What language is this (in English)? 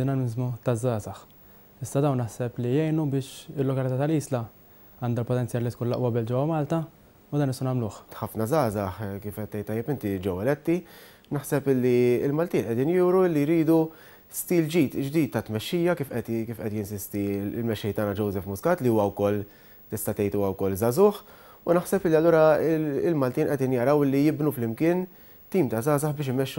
Maltese